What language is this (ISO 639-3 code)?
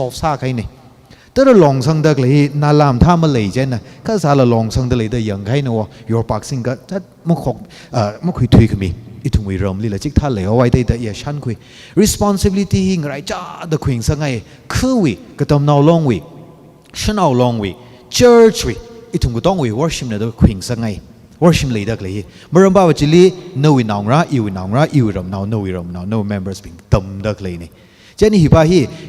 nmf